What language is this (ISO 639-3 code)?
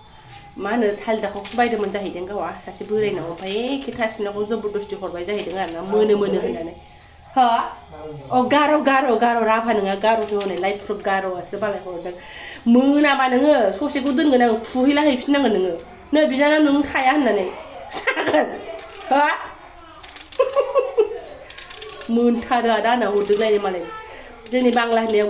brx